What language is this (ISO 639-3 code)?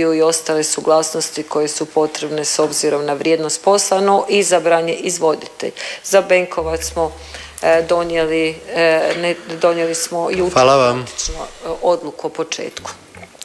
hrv